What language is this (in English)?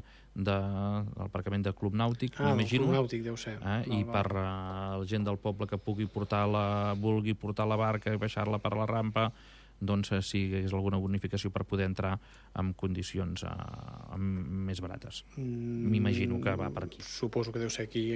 Catalan